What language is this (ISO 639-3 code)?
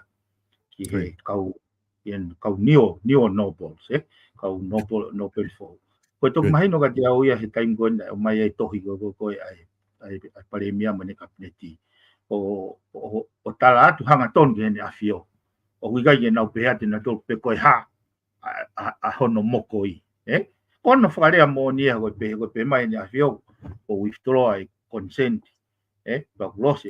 ton